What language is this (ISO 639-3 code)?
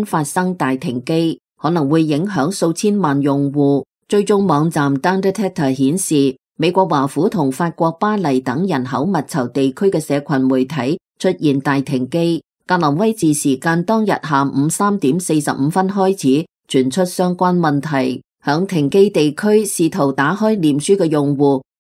yue